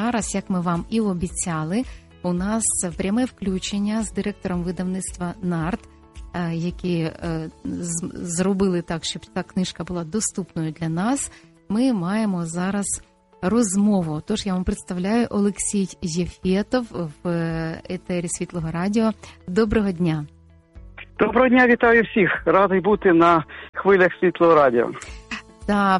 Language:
Ukrainian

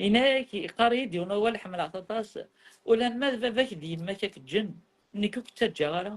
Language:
Kabyle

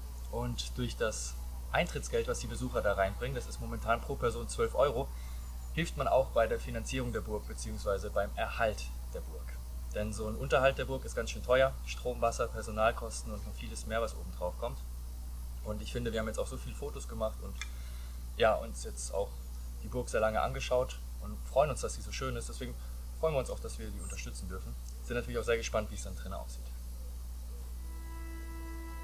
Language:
German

